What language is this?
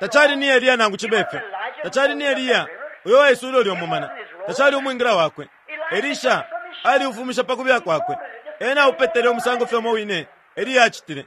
Bemba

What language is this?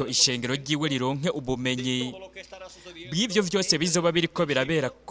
Rundi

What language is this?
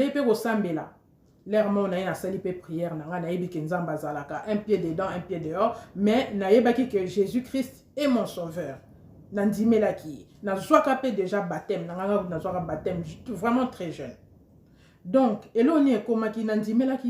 Lingala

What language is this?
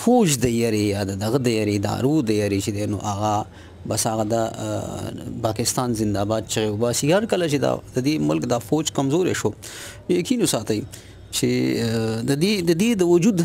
Pashto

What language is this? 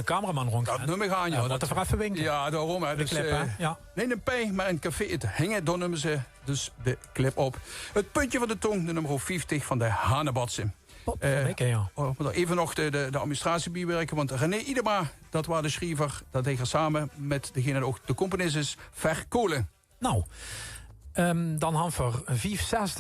Limburgish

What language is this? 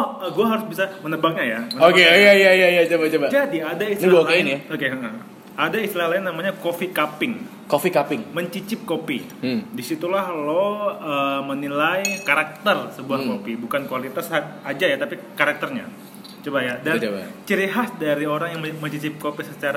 Indonesian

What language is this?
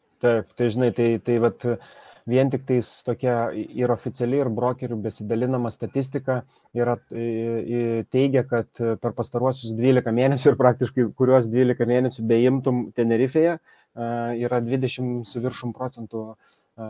Lithuanian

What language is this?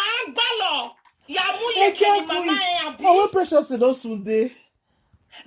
Nigerian Pidgin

